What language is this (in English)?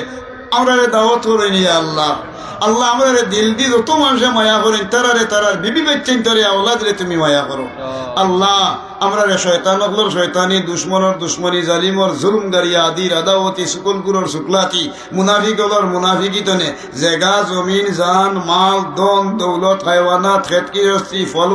Sylheti